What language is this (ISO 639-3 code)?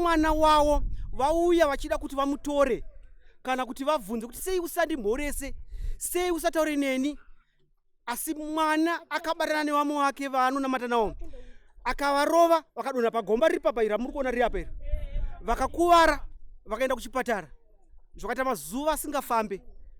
sna